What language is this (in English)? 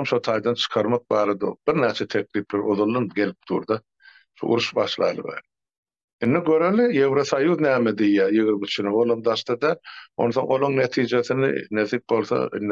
Turkmen